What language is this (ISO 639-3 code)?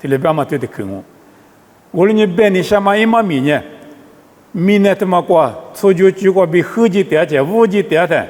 lis